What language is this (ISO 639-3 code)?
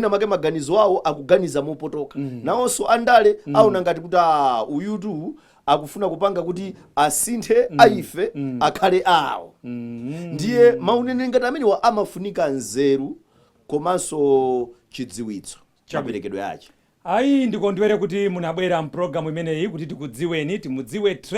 nya